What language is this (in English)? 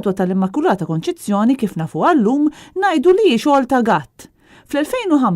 Maltese